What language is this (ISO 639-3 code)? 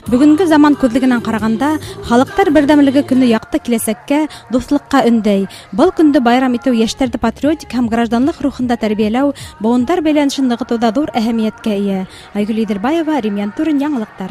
bak